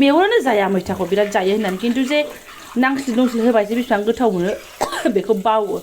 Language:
Bodo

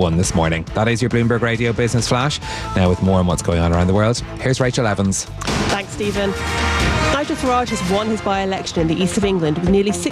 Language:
English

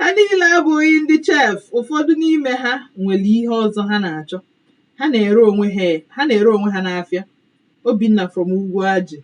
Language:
Igbo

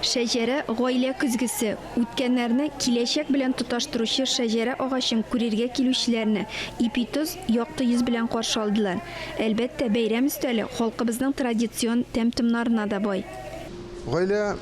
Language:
Tatar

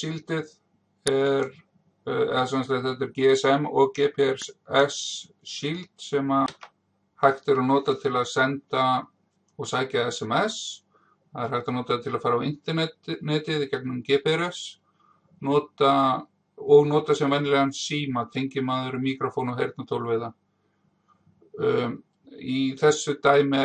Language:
Icelandic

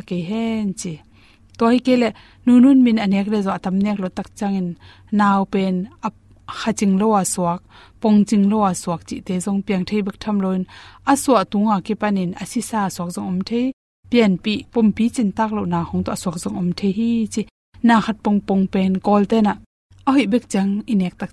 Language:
Tedim Chin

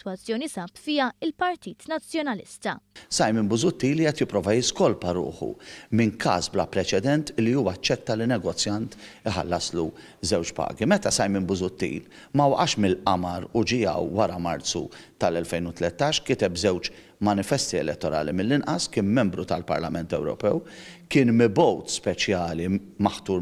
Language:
Maltese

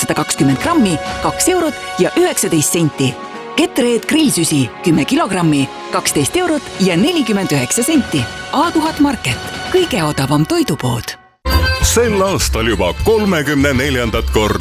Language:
Estonian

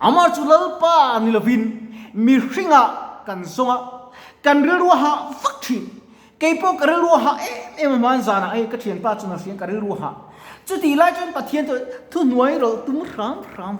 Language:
Mizo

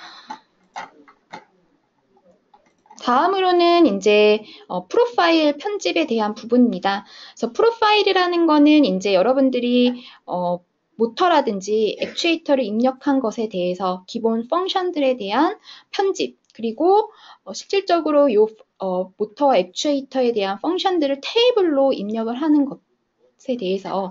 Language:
Korean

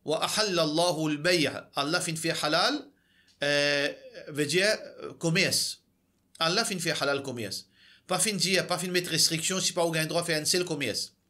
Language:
Morisyen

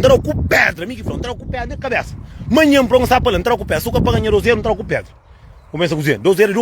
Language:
Kabuverdianu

